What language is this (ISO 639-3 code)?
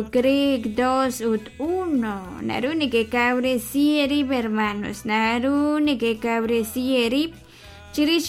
kek